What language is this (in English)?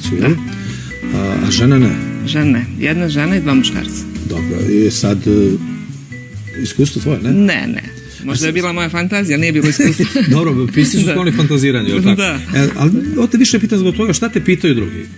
Serbian